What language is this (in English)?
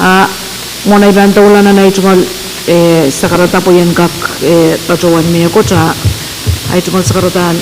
Pohnpeian